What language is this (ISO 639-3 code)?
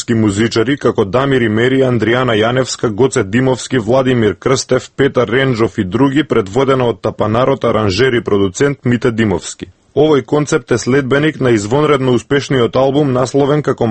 mkd